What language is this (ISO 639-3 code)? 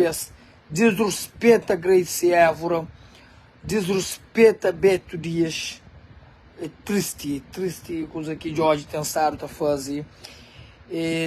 kea